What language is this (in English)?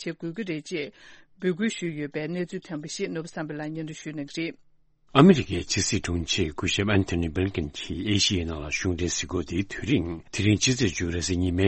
Tibetan